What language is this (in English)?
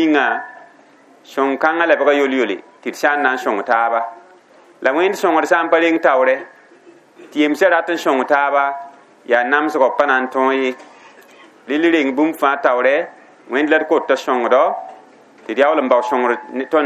Mossi